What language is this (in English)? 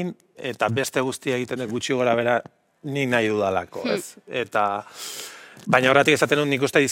Basque